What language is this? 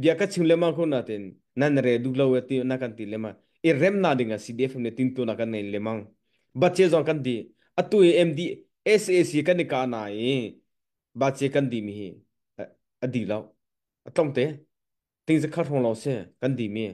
Hakha Chin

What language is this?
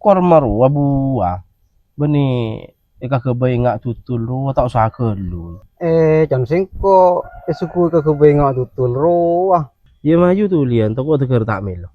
Madurese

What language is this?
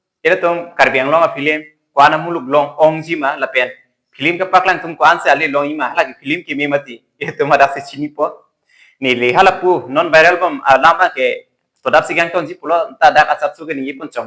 Karbi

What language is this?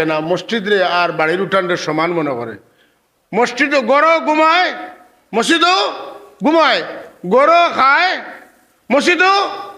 Sylheti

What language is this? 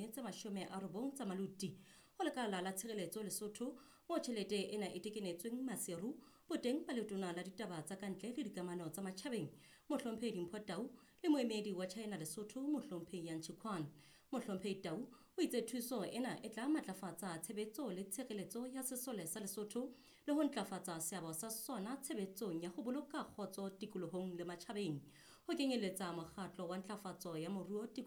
Southern Sotho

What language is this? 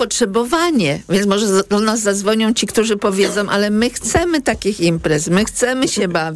Polish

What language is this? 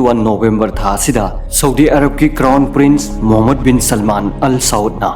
Manipuri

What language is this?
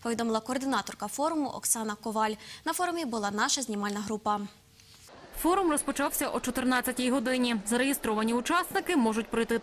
Ukrainian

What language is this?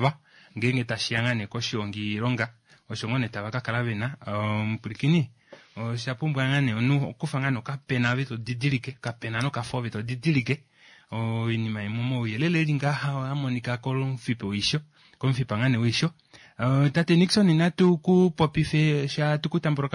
Kuanyama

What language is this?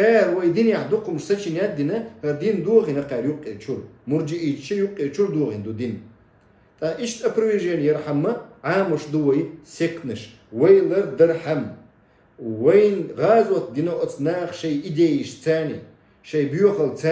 Chechen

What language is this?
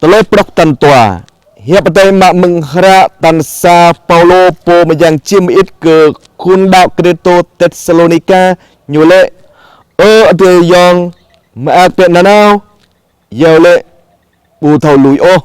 Jarai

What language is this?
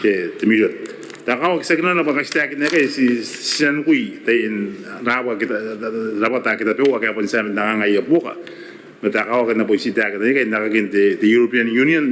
Gilbertese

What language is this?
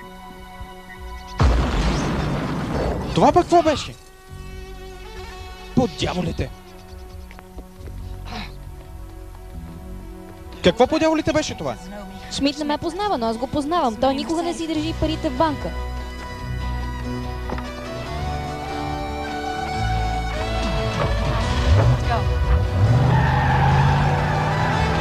Bulgarian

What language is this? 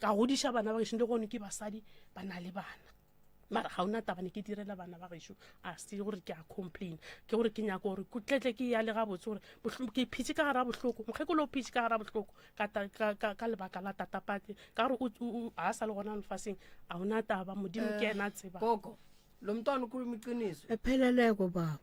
Northern Sotho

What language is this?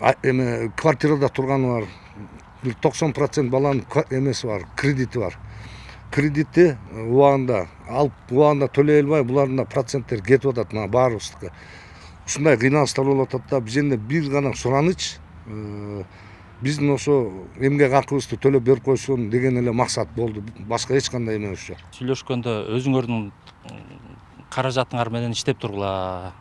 Kyrgyz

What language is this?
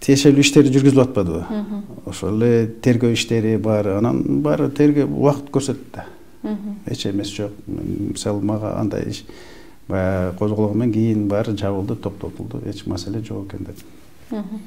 Kyrgyz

